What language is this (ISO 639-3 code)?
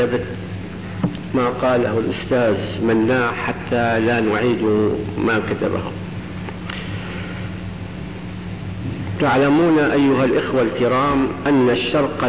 ara